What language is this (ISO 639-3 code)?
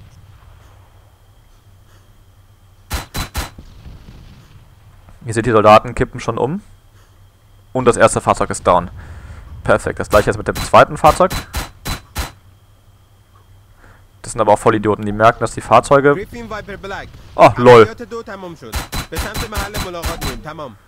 deu